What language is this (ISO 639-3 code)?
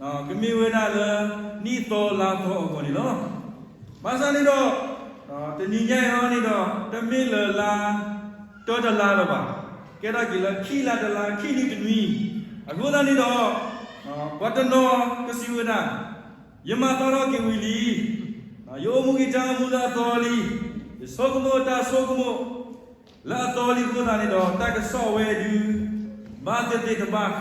ksw